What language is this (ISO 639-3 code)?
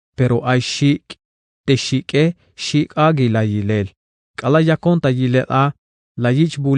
tzh